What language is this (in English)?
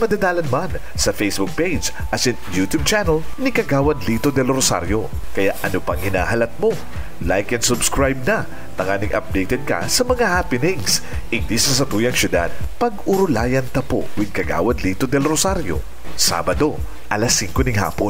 Bikol